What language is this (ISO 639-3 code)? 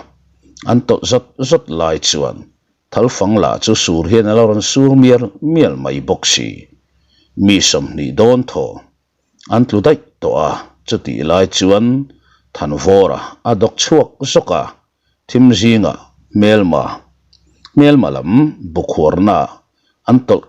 lus